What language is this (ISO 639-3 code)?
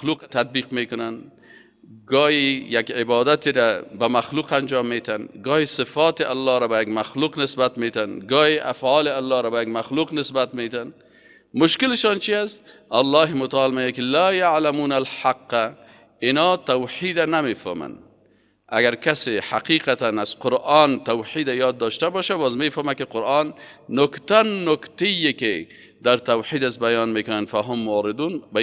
fas